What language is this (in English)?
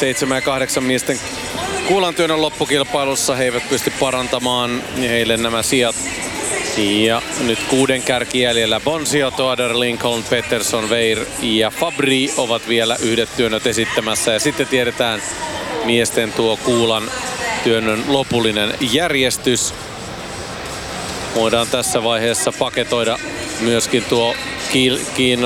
Finnish